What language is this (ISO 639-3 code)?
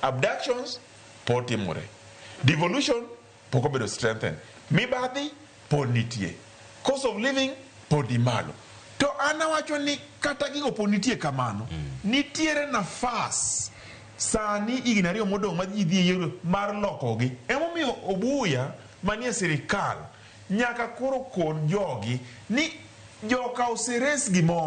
luo